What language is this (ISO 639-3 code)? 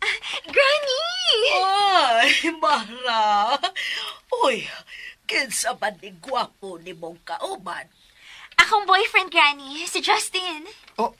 ceb